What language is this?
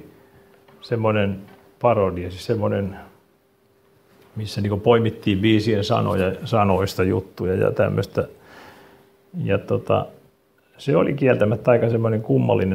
Finnish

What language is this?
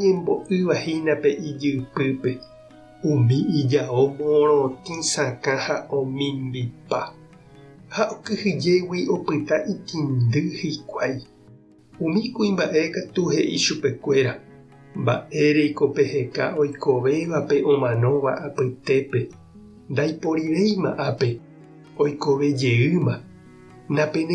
Guarani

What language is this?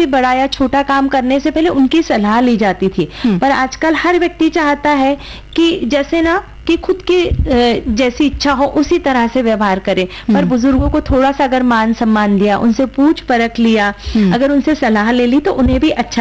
Hindi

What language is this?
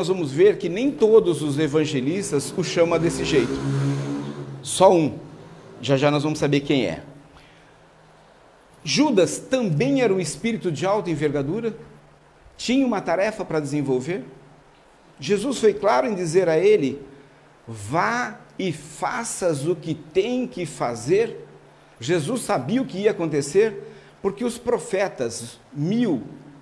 Portuguese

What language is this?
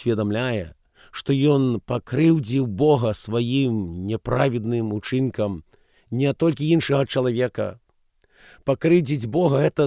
Belarusian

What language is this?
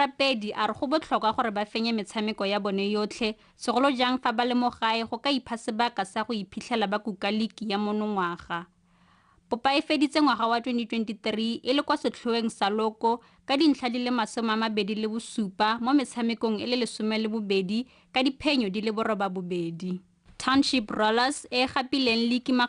Tswana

